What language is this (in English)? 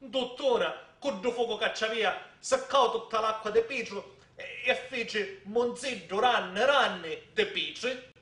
Sicilian